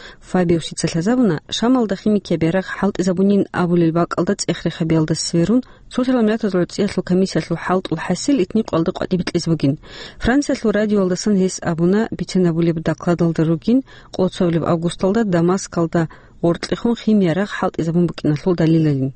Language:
Avaric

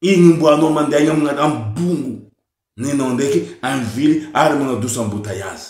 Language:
Malagasy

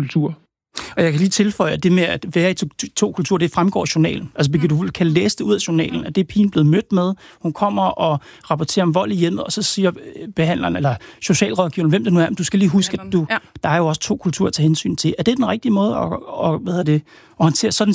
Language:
Danish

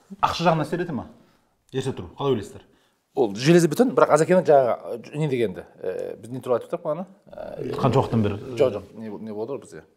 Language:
Kazakh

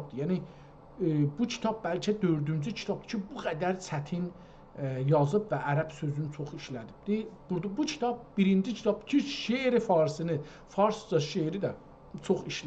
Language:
South Azerbaijani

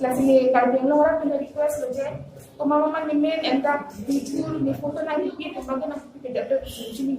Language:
Karbi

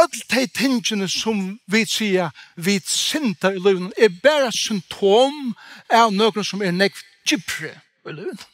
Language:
Faroese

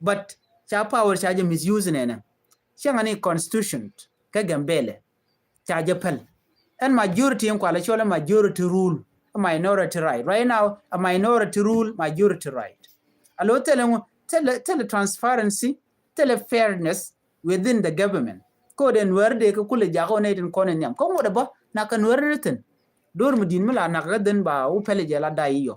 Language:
Nuer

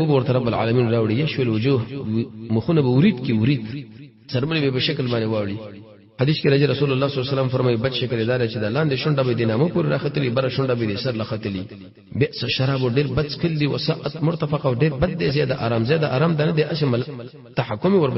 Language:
Pashto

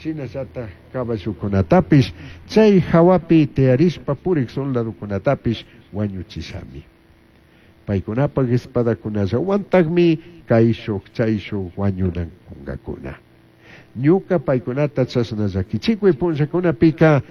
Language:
Chimborazo Highland Quichua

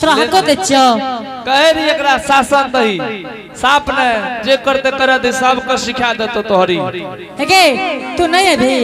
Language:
Angika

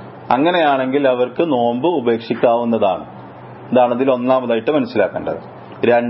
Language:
Malayalam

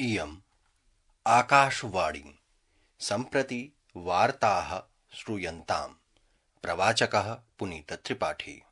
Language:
Sanskrit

